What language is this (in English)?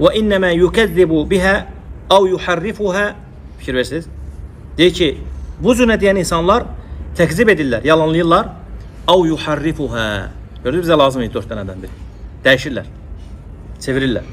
Azerbaijani